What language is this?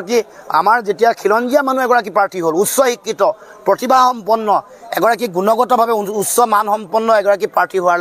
Assamese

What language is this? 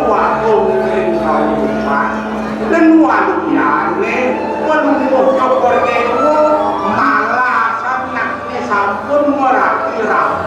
Balinese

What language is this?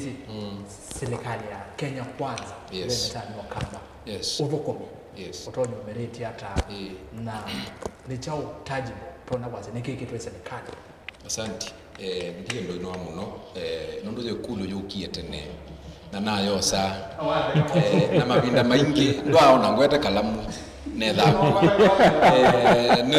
Kamba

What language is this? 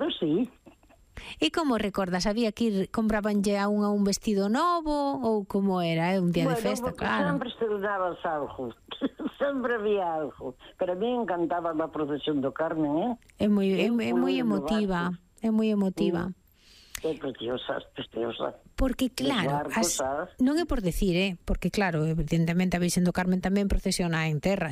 Galician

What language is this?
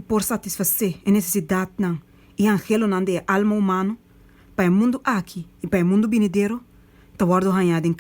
Papiamento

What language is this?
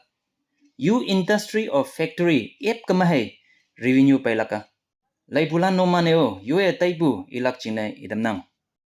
Konyak Naga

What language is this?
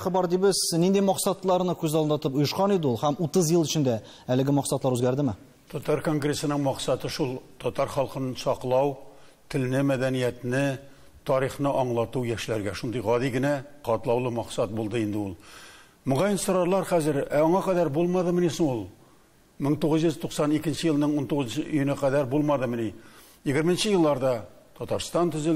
Tatar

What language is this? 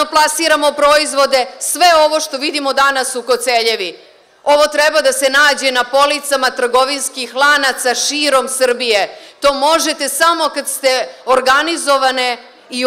Serbian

